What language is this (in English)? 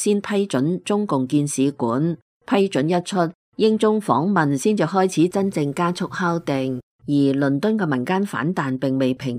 Cantonese